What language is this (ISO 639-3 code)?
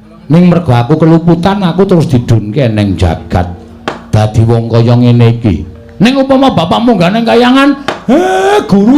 jav